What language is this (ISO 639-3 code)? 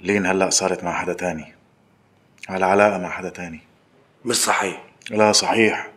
apc